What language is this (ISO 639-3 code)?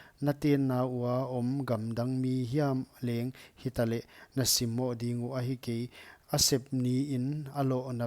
pck